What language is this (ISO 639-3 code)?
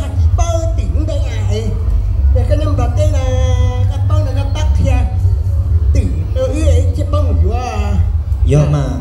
hmn